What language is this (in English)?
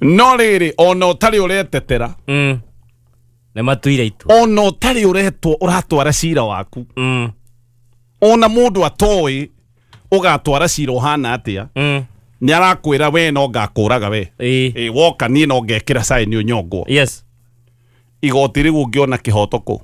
Kikuyu